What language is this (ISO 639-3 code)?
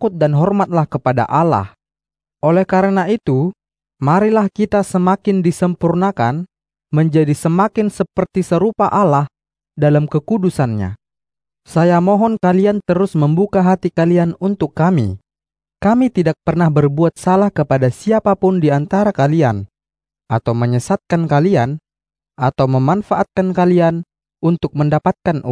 ind